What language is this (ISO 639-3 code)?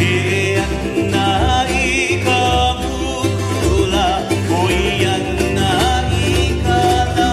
haw